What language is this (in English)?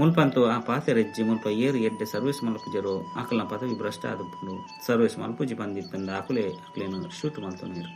Tulu